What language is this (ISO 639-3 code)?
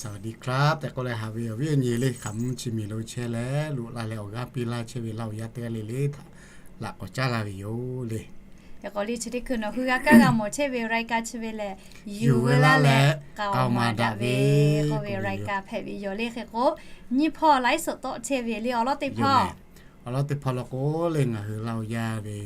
lhu